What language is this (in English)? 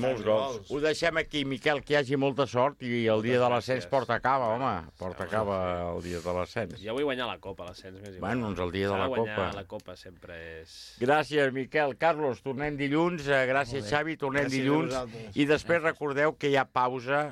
Catalan